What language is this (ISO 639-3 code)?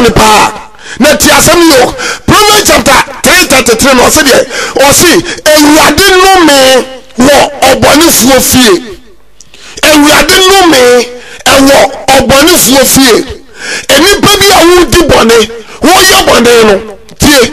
aka